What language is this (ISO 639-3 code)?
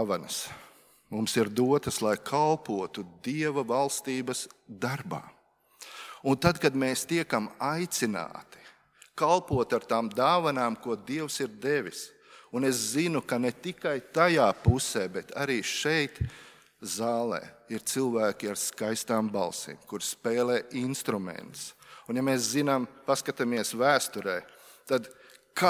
lav